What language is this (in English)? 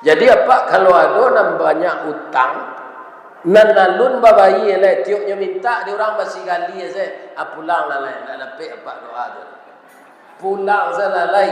Minangkabau